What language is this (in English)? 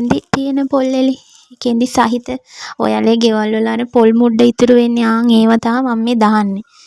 Sinhala